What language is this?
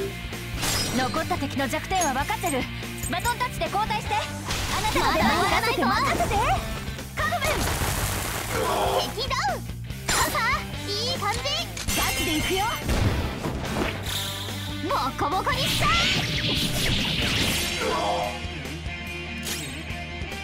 Japanese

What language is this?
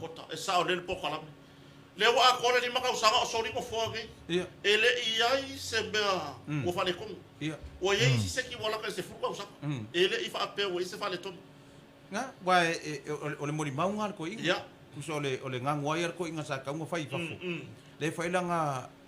Samoan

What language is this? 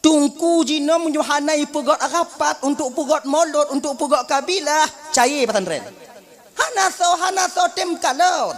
Achinese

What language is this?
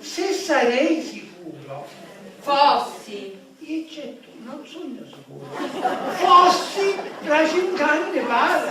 Sicilian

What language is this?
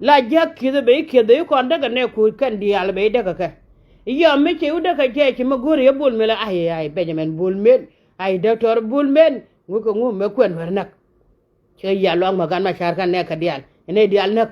Nuer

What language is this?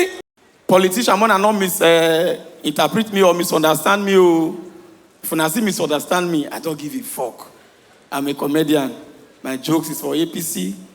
Nigerian Pidgin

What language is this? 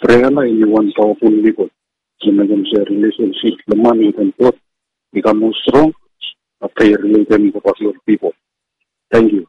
Bislama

